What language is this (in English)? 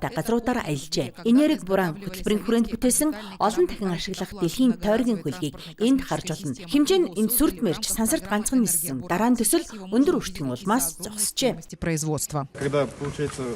Mongolian